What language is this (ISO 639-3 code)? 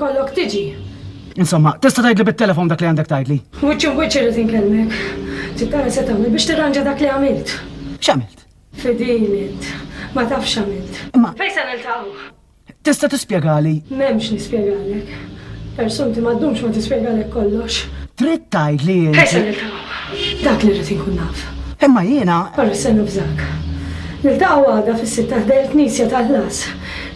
mlt